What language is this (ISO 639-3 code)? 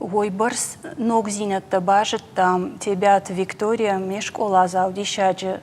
oss